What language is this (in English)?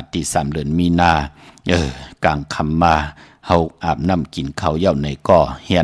Shan